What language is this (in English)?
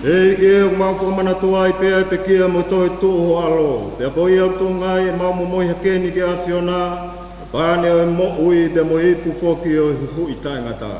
Tongan